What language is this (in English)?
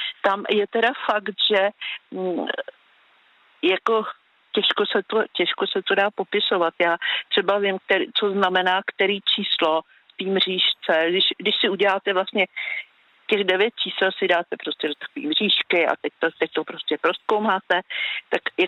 Czech